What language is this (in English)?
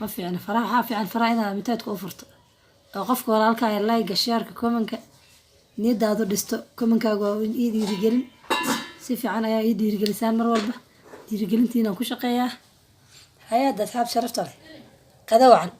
Somali